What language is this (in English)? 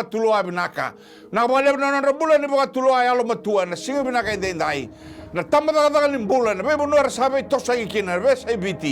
Fijian